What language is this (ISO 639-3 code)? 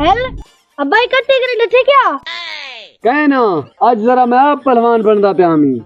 skr